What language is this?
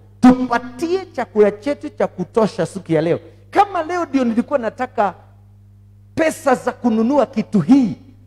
Swahili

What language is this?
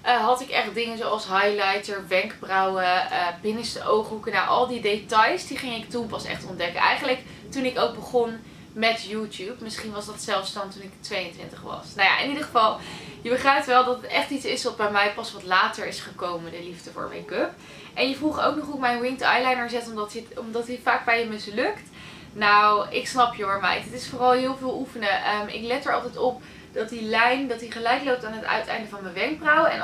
Dutch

